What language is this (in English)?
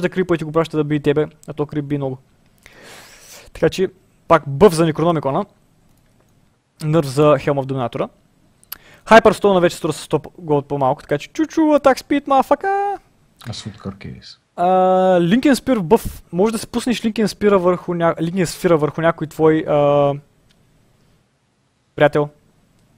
Bulgarian